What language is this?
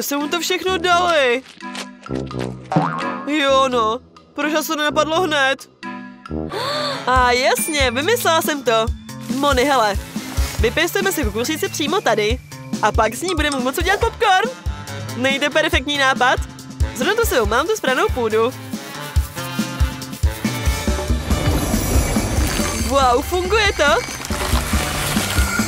Czech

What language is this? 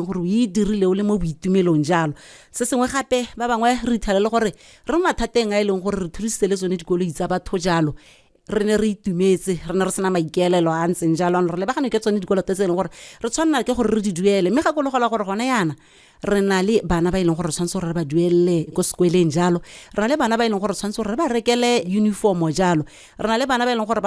Tswana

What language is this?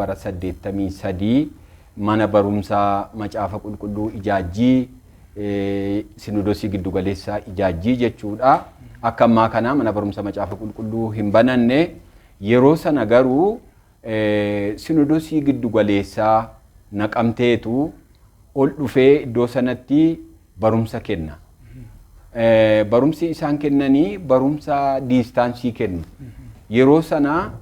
Oromo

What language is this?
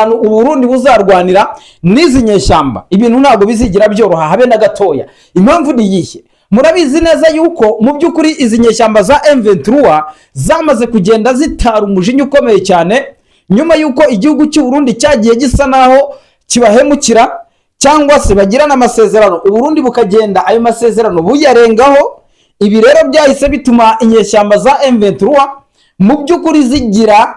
Kinyarwanda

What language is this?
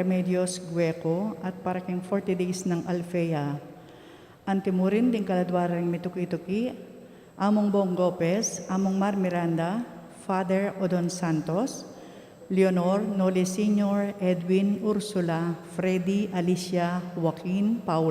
Pampanga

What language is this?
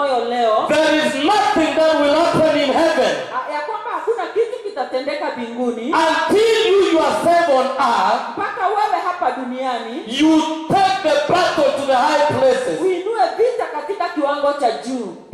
Swahili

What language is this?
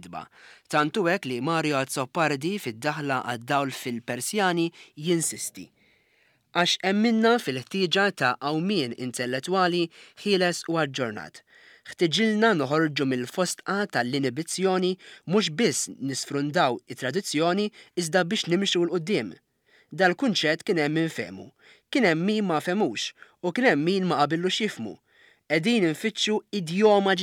Maltese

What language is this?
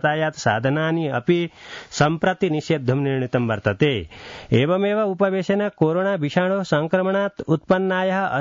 Sanskrit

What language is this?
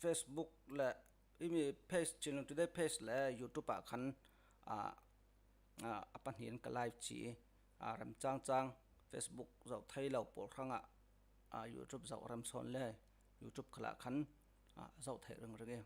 Falam Chin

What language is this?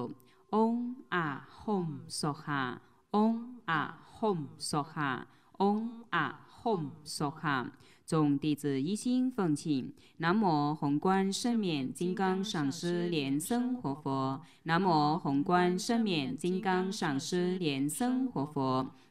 Chinese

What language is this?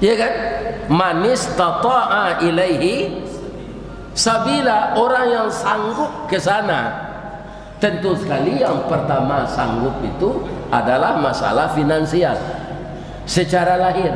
Minangkabau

